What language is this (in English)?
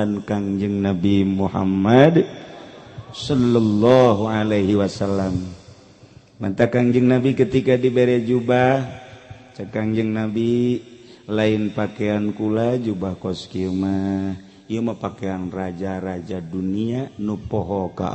Sundanese